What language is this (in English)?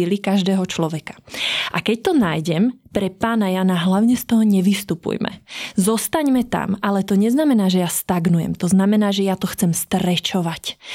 Slovak